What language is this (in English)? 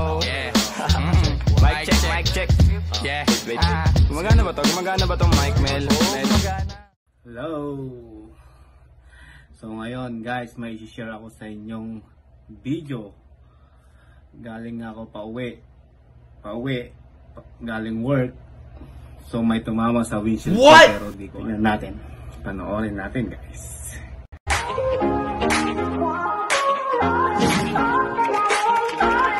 Filipino